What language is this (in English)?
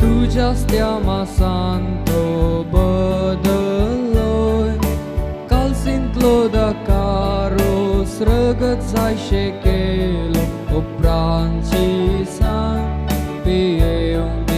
Konkani